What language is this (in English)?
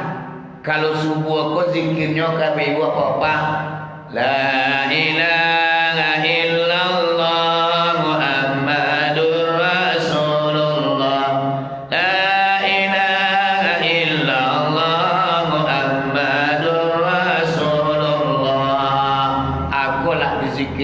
Minangkabau